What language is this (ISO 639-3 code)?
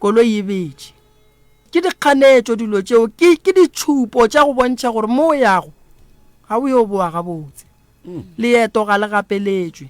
nso